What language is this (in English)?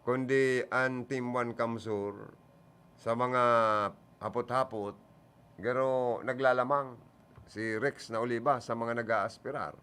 Bikol